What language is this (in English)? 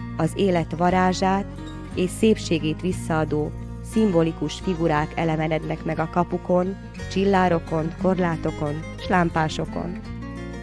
Hungarian